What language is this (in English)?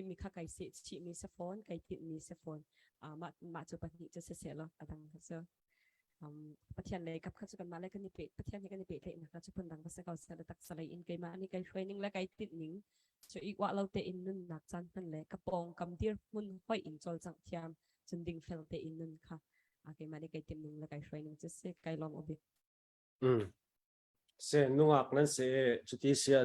Hakha Chin